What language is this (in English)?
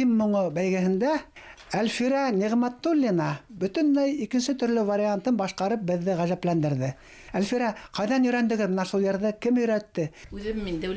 Bashkir